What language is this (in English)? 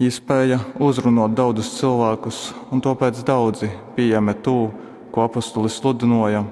Latgalian